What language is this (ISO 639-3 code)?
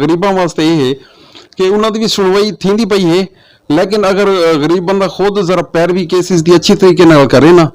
skr